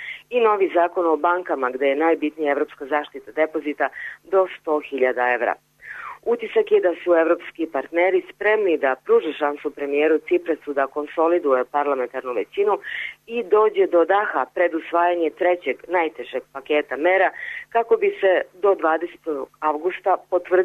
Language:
Serbian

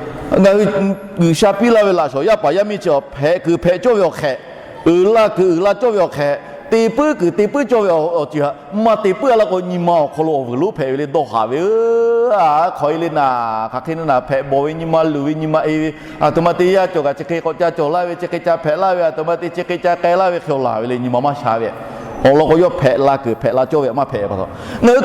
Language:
Lahu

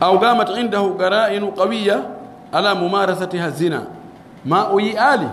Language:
Fula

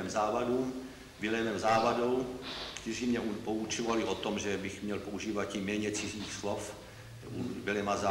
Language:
Czech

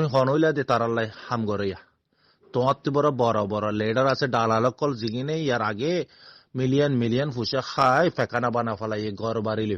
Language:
Rohingya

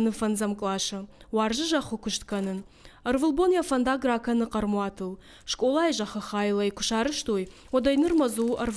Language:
Ossetic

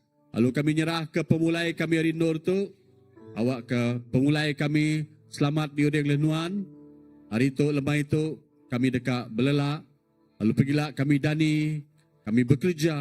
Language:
Iban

